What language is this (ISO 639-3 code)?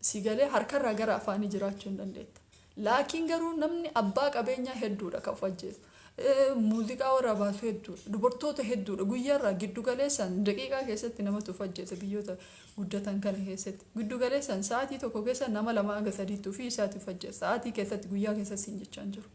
orm